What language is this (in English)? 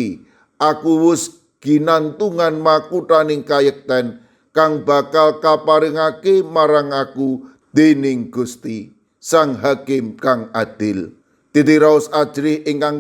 Javanese